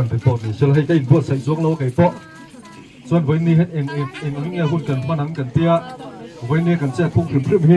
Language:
Mizo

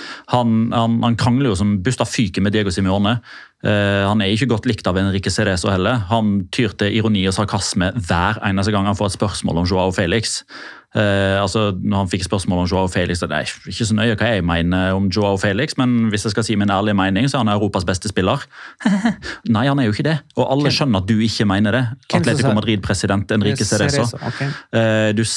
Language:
Norwegian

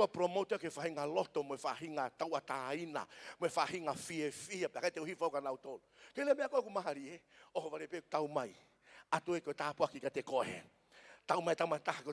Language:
Tongan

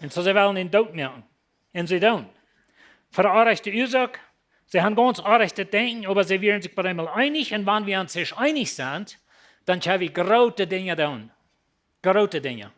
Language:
Plautdietsch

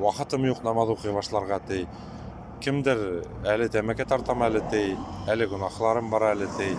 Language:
Bashkir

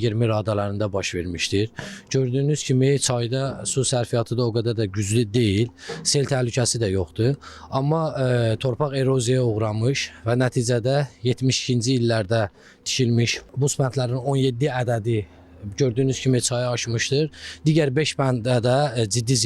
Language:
Azerbaijani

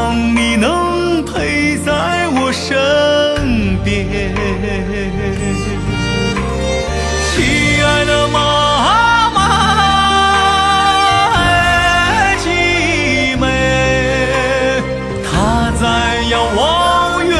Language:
Chinese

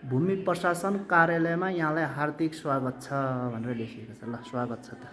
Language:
Nepali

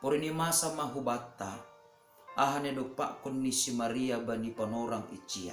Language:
Batak Simalungun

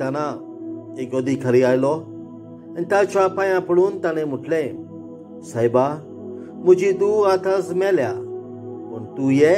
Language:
Konkani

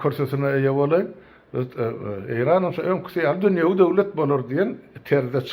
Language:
Turkmen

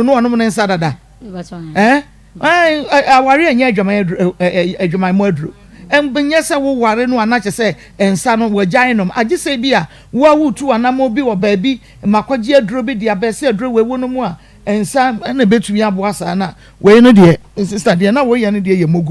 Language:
Akan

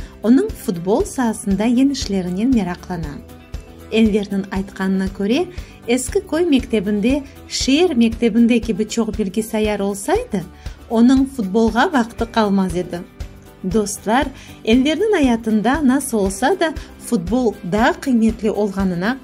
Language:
Crimean Tatar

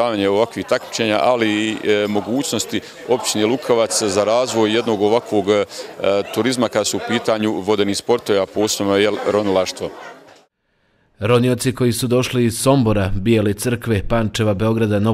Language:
Bosnian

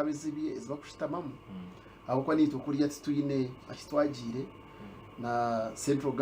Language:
Nyankole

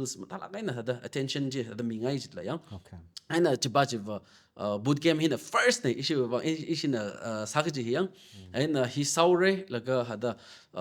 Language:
Tangkhul Naga (India)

